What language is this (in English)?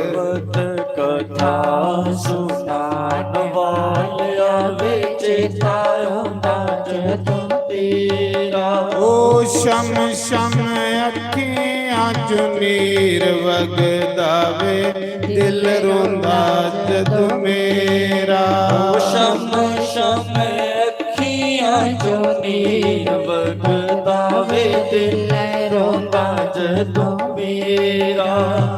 Dogri